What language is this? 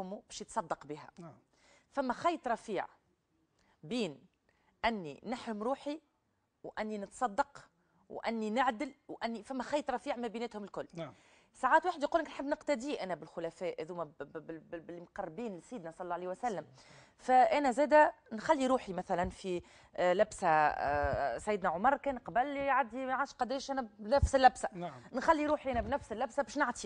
Tunisian Arabic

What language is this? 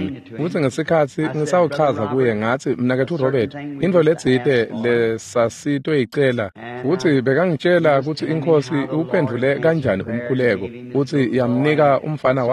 Swati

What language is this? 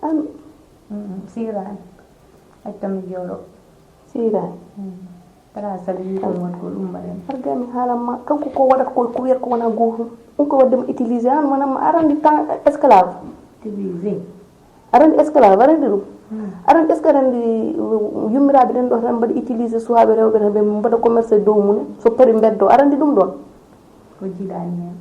Fula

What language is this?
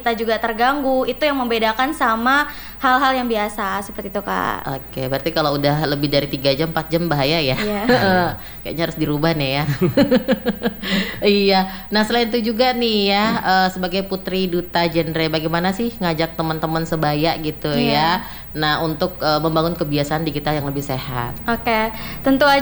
Indonesian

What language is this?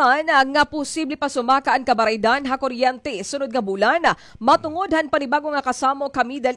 Waray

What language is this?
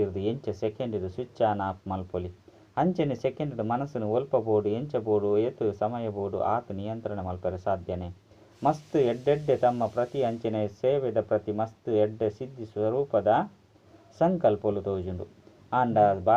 Tulu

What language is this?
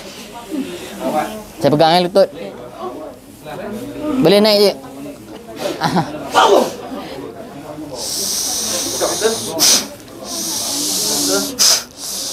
Malay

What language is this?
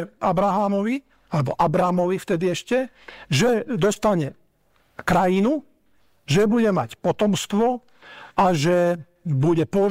Slovak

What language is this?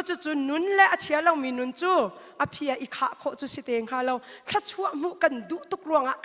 Hakha Chin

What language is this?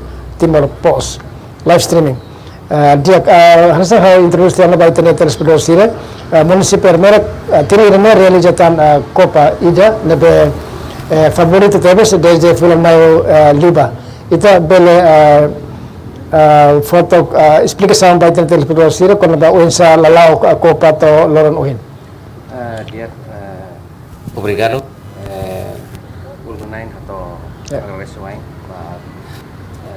Tetum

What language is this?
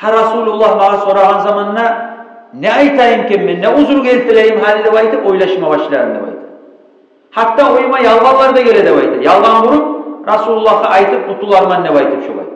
Kumyk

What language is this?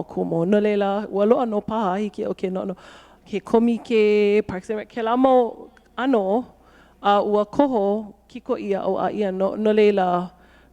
Hawaiian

